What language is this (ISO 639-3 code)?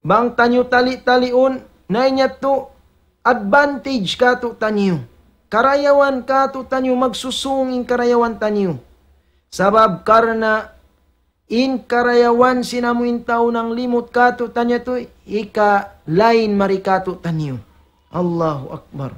tsg